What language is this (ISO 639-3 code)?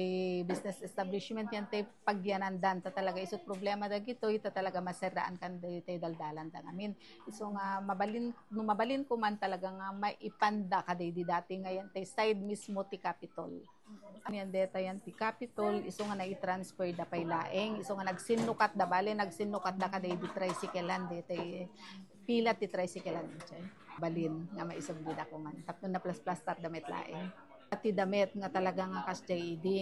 ilo